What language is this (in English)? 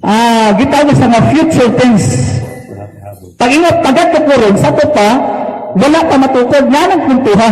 Cebuano